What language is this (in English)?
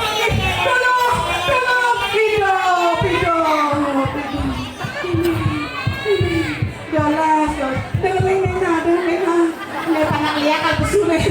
Balinese